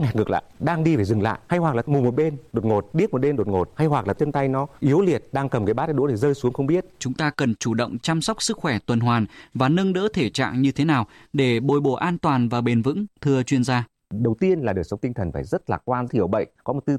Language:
Vietnamese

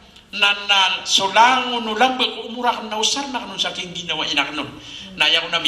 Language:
Maranao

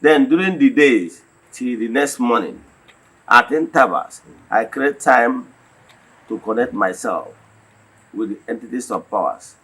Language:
Igbo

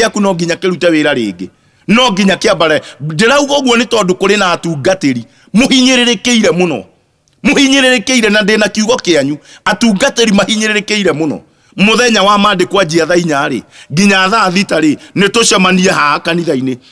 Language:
Kikuyu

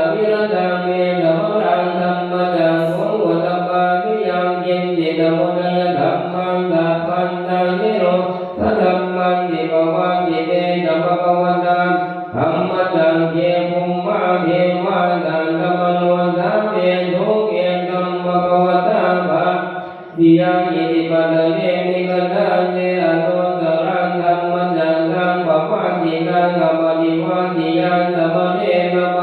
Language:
Pali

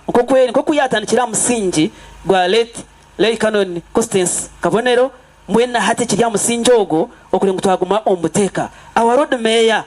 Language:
Nyankole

